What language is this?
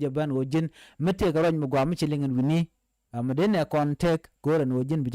Nuer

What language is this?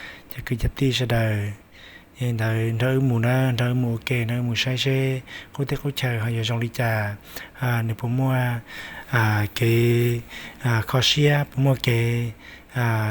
Hmong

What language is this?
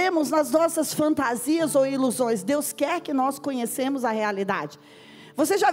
Portuguese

